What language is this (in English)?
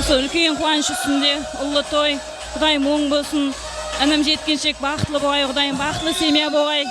Kara-Kalpak